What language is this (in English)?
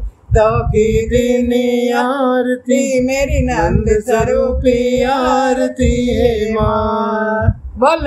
Hindi